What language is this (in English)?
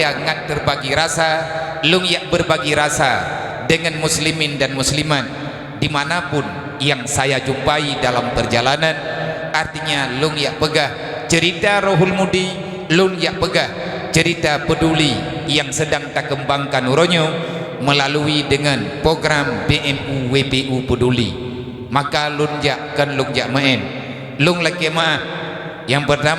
Achinese